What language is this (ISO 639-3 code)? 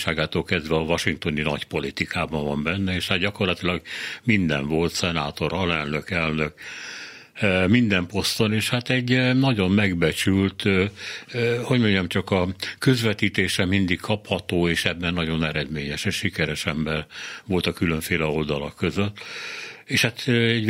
hun